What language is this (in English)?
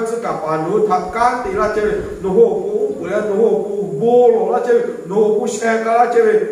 Lahu